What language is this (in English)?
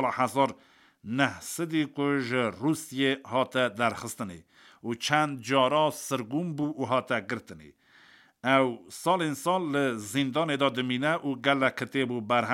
Kurdish